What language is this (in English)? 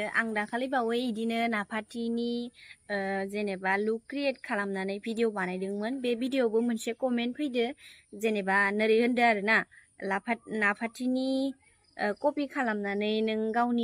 Bodo